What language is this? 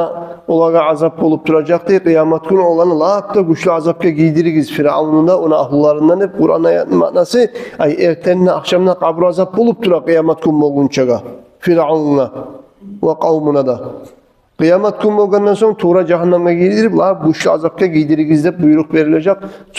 Kumyk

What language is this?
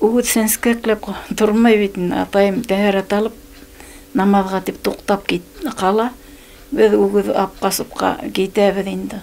Bashkir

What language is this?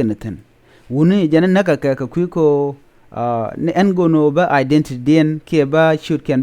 Nuer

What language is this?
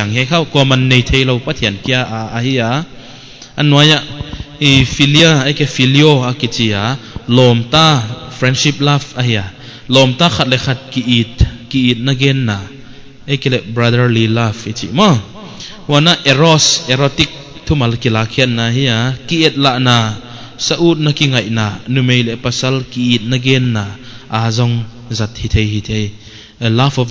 Paite Chin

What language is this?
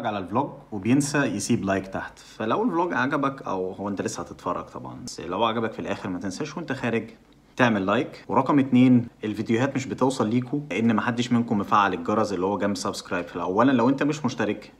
Egyptian Arabic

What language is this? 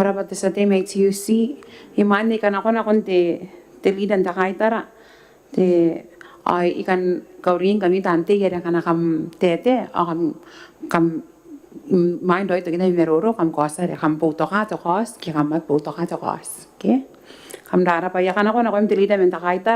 Gilbertese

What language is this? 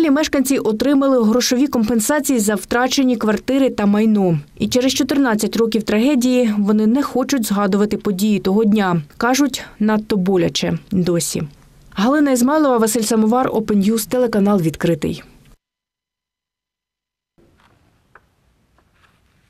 Ukrainian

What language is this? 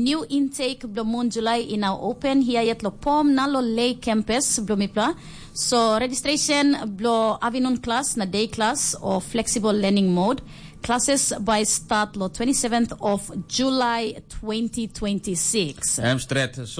Tok Pisin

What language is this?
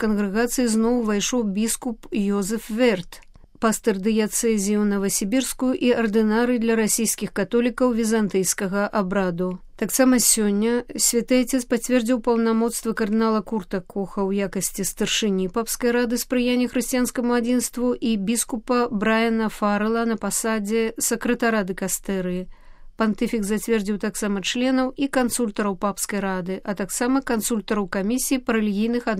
Belarusian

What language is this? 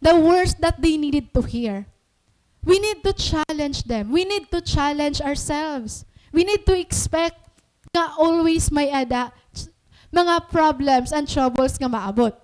Waray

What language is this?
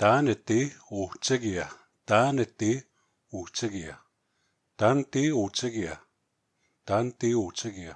Plains Cree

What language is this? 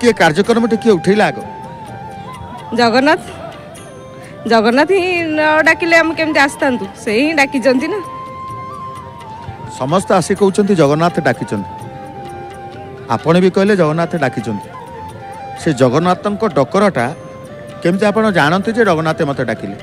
Odia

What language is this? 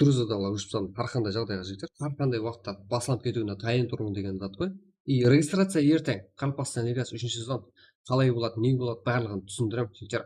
Kara-Kalpak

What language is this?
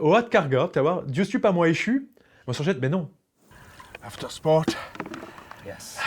Breton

